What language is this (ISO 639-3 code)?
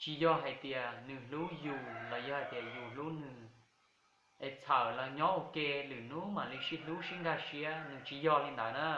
hmn